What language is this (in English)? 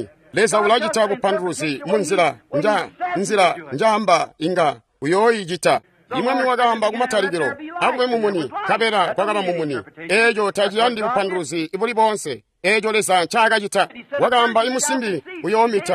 Tonga (Zambia)